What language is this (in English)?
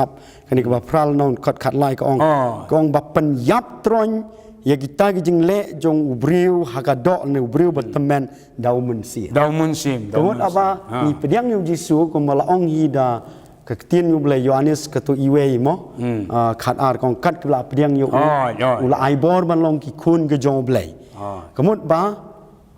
Khasi